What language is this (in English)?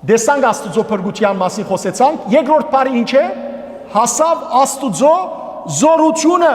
Western Armenian